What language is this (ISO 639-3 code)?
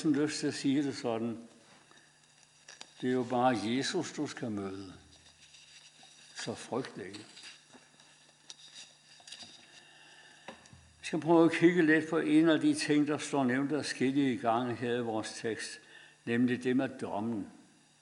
dan